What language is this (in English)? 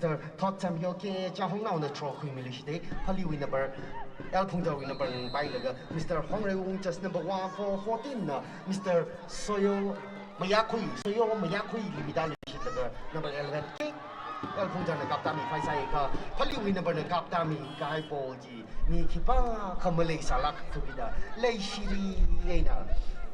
Tangkhul Naga (India)